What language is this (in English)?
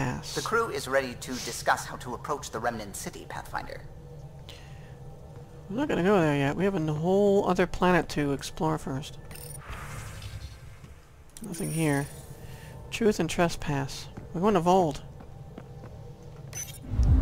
English